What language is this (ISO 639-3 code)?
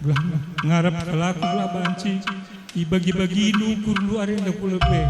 btx